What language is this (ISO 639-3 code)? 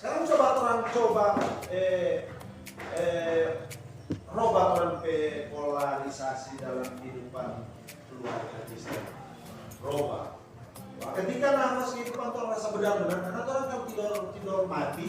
xmm